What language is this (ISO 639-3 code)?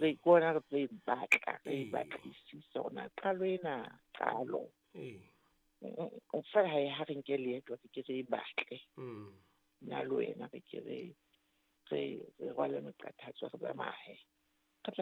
sot